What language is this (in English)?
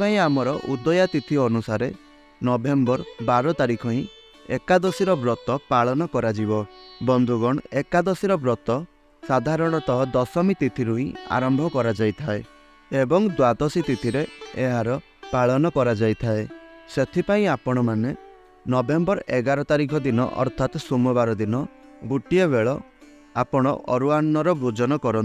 Odia